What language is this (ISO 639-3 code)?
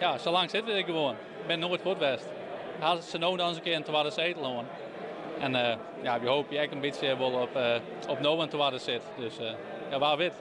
fry